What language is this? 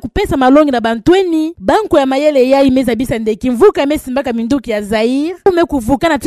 Kituba (Democratic Republic of Congo)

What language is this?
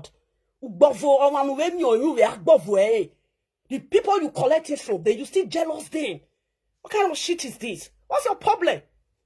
Nigerian Pidgin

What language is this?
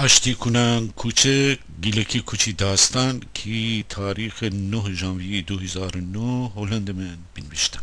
Gilaki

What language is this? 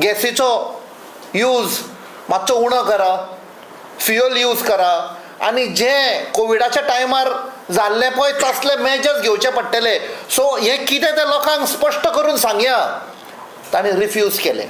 Konkani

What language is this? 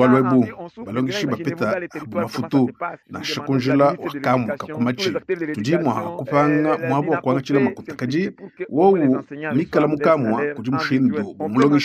Luba-Lulua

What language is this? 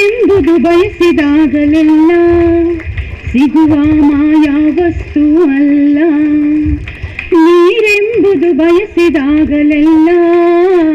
Kannada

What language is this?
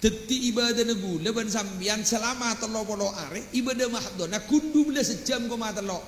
Madurese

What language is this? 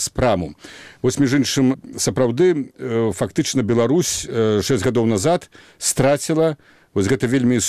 Belarusian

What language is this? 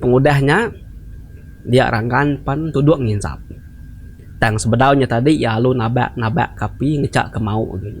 Iban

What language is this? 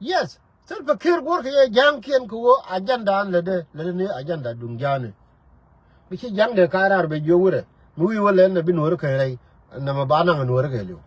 Nuer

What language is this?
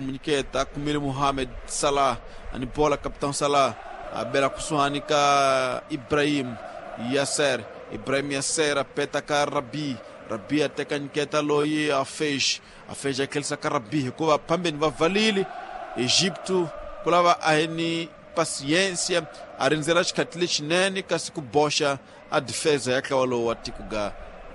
Tsonga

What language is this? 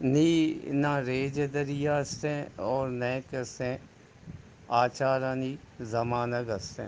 Eastern Balochi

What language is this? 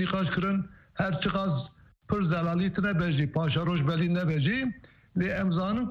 Kurdish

